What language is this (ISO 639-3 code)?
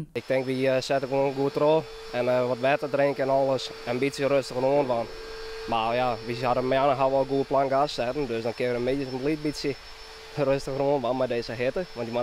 fry